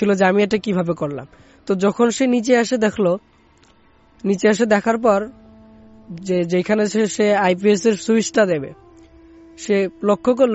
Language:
Bangla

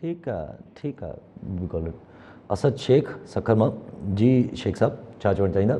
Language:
Sindhi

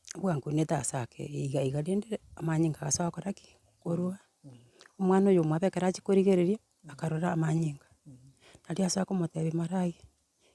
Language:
Gusii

